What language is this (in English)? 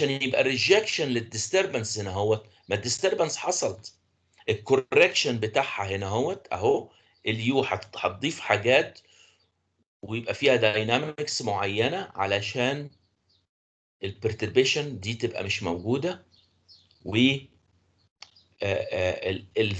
Egyptian Arabic